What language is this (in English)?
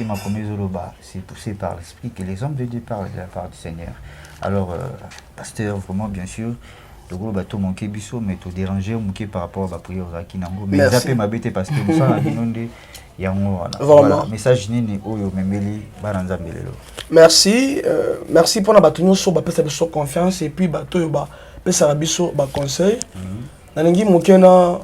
Lingala